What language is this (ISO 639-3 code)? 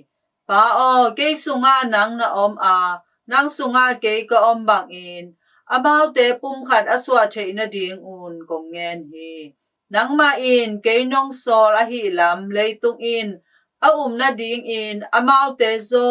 ctd